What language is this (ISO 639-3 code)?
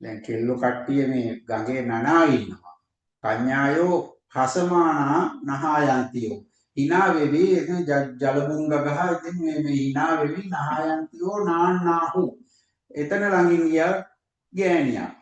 sin